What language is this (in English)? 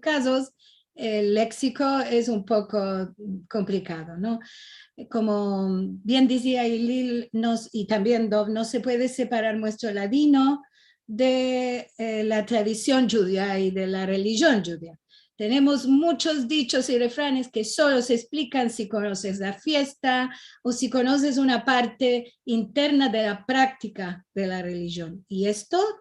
Ladino